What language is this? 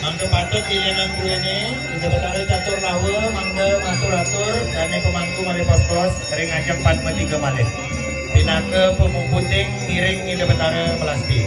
Balinese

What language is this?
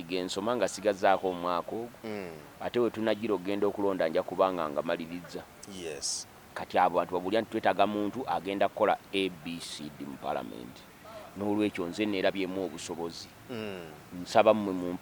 Ganda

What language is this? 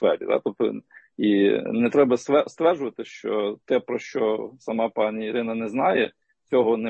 Ukrainian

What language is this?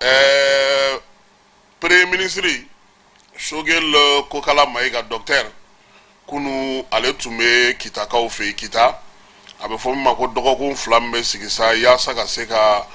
Bambara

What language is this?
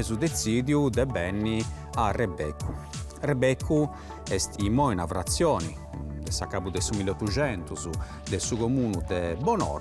Sardinian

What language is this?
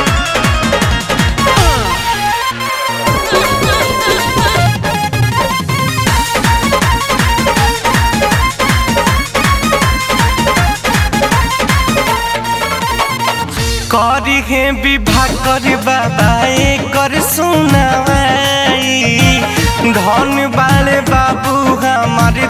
Bhojpuri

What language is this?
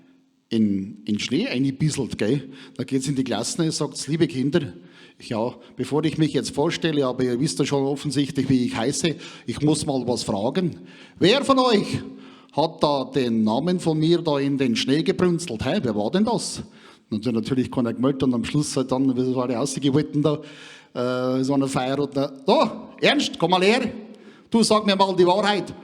Bavarian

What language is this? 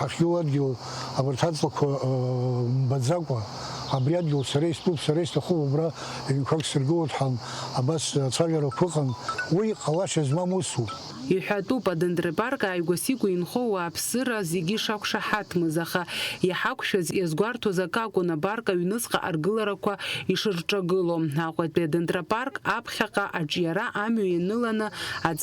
Abkhazian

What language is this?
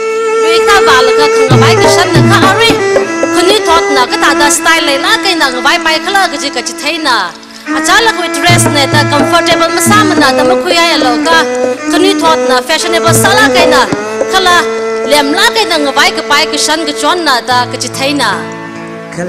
Tangkhul Naga (India)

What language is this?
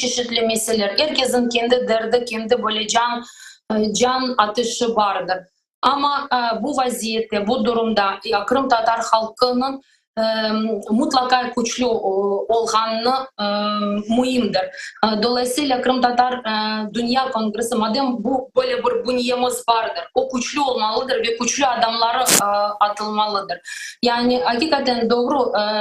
Crimean Tatar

